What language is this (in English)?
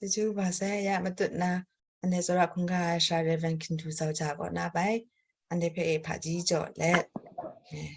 Kachin